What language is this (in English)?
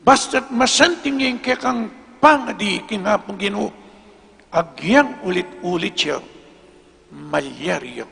Pampanga